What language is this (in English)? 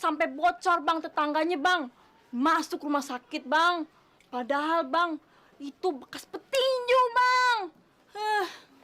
Betawi